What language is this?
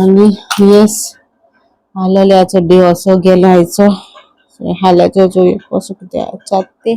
Konkani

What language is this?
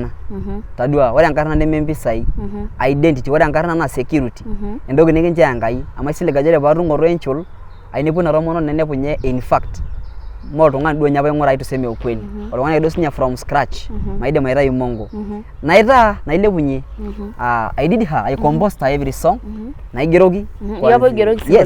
Masai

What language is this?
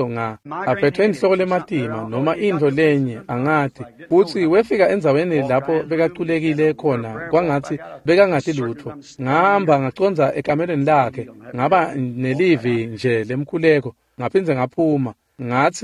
Swati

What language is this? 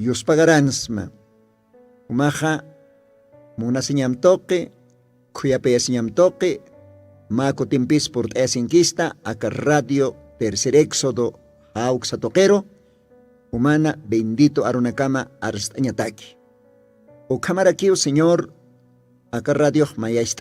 Aymara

